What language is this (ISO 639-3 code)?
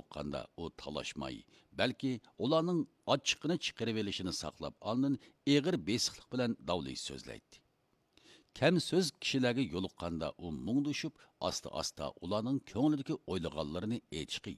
uig